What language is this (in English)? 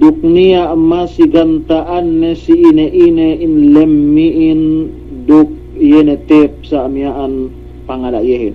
Yakan